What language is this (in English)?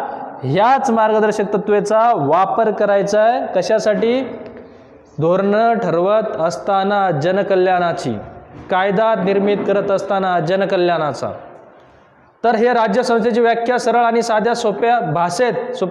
Marathi